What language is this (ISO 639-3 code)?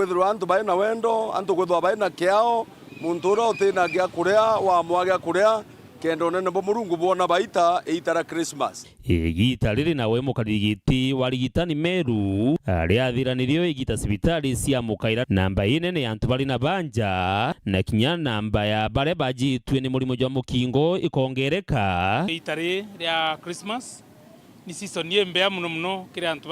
mer